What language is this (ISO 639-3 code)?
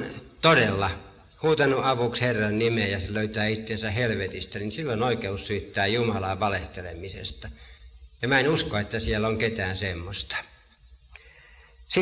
fin